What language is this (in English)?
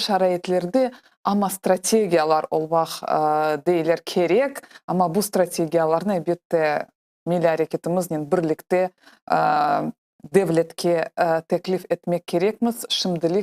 Crimean Tatar